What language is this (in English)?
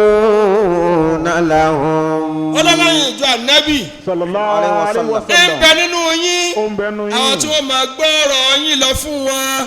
Yoruba